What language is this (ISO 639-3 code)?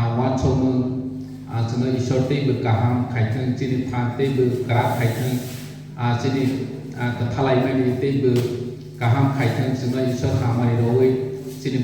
trp